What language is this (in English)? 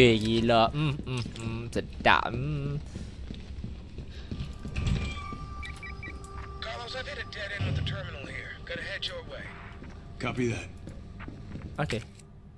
Malay